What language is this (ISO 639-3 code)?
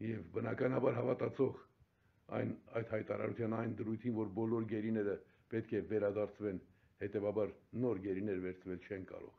hye